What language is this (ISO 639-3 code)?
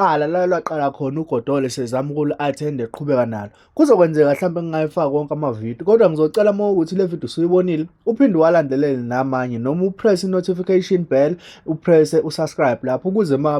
zul